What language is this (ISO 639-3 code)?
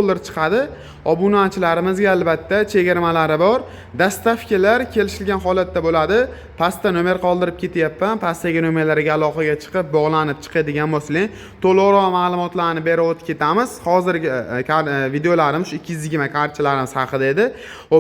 uzb